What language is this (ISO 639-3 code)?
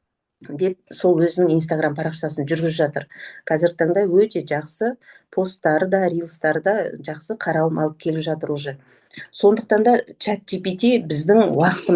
kaz